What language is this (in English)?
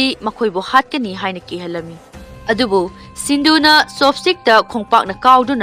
Manipuri